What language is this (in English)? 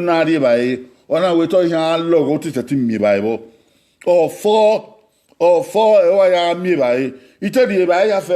Bini